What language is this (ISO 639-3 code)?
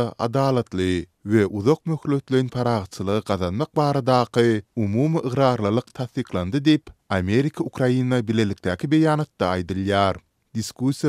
tuk